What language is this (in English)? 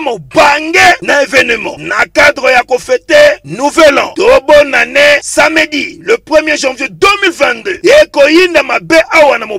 Lingala